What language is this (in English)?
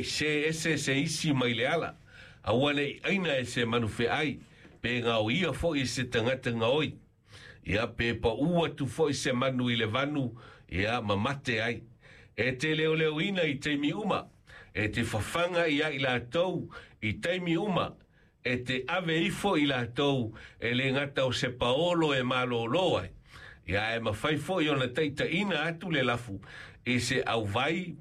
Samoan